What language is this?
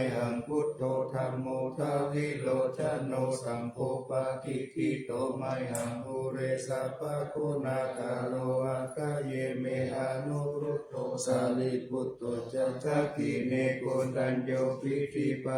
Pali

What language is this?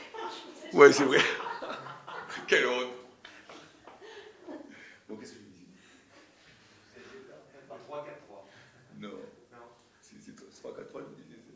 French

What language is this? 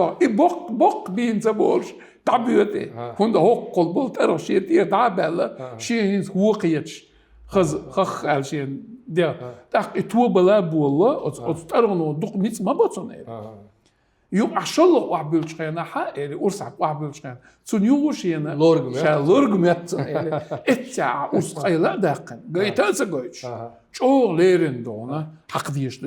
Chechen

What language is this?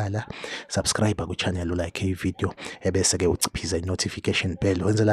Zulu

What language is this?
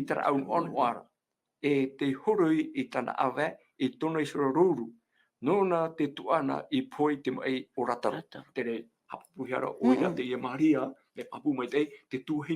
Tahitian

